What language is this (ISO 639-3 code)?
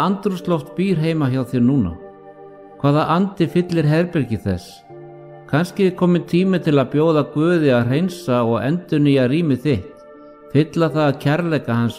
isl